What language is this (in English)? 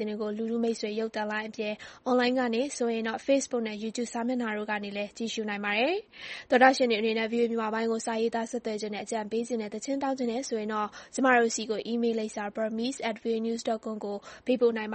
Burmese